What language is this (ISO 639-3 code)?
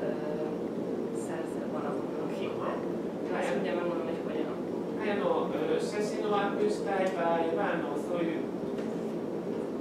hun